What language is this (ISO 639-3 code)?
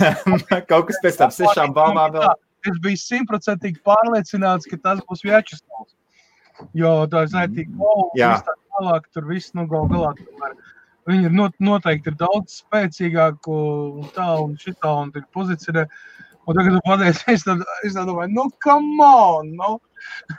lav